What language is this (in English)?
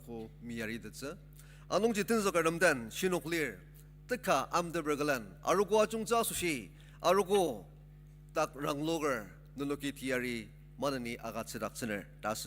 Ao Naga